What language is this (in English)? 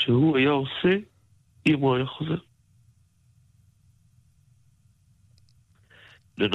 Hebrew